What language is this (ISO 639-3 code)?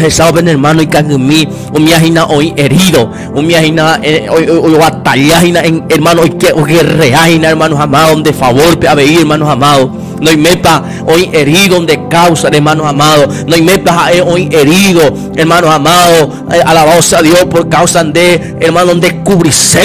grn